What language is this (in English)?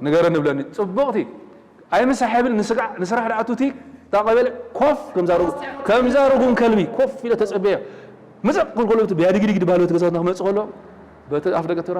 Tigrinya